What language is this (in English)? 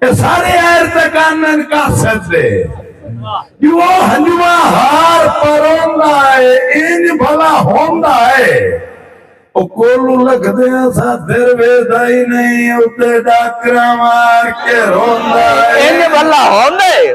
Saraiki